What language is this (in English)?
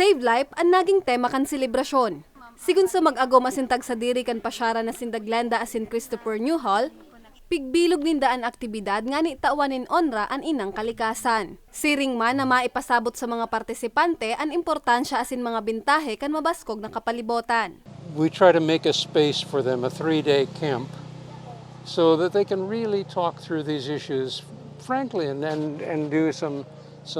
Bikol